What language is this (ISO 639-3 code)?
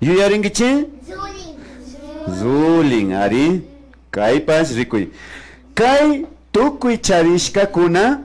qvi